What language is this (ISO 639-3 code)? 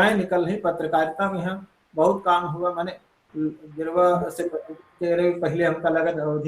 awa